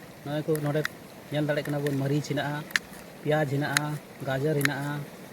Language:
Santali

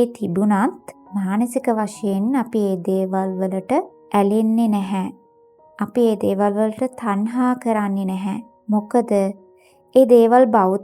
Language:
Sinhala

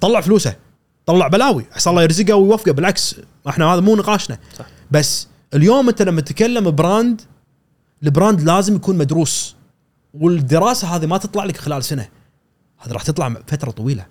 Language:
Gulf Arabic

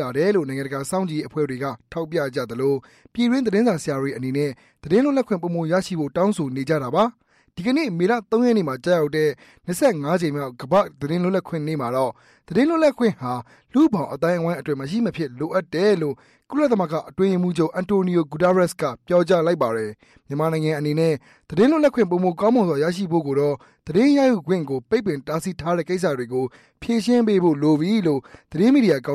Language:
Burmese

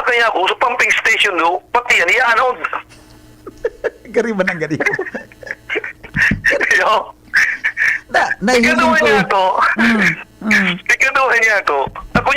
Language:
Bikol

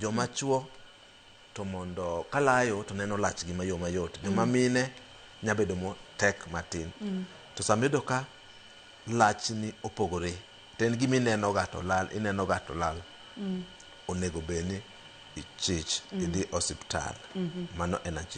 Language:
Luo (Kenya and Tanzania)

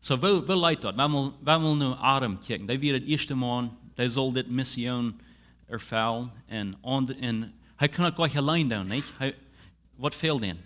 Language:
Plautdietsch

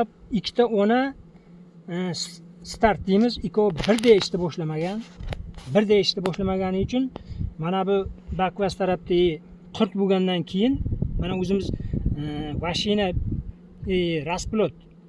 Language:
Uzbek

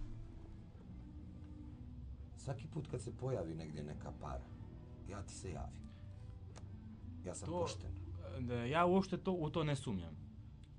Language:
Bosnian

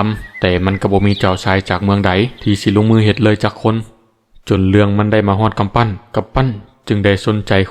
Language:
Lao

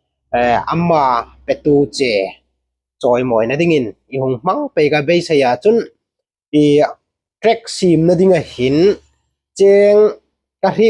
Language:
Hmar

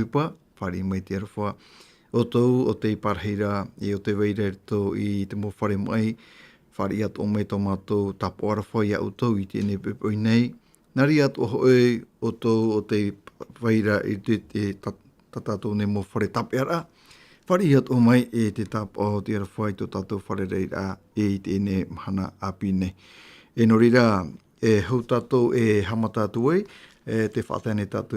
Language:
Tahitian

